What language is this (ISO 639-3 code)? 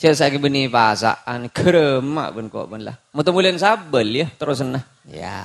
mad